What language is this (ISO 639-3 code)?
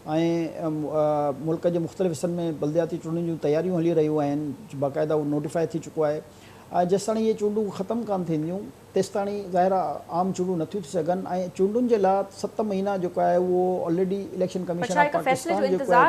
snd